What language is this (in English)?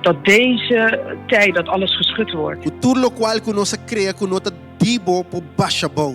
Papiamento